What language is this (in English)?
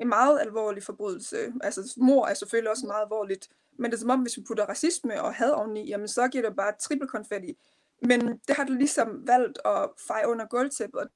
Danish